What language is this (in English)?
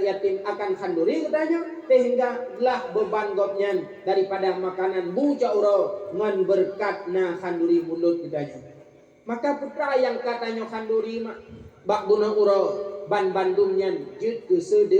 Achinese